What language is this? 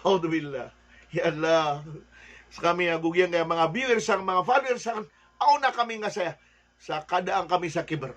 Maranao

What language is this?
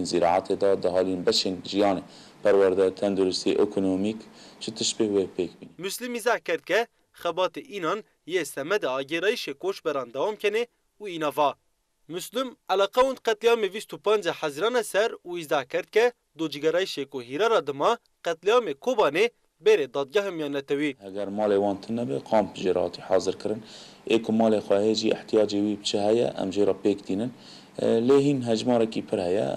Zaza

